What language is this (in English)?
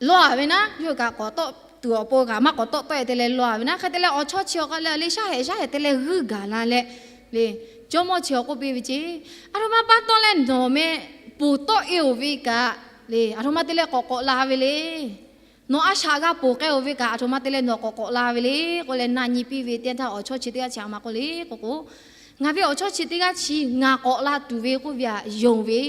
Lahu